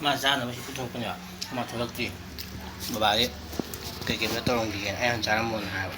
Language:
Manipuri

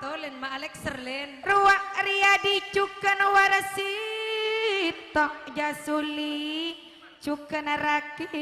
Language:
Madurese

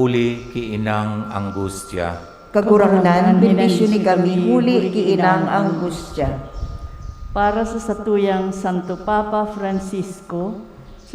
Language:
Bikol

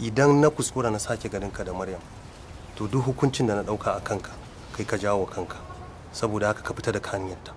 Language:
Hausa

